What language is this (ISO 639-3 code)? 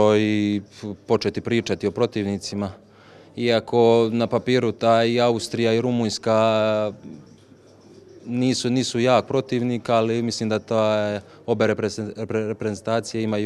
hrv